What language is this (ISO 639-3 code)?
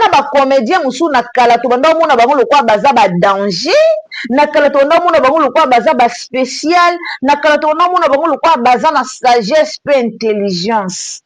lin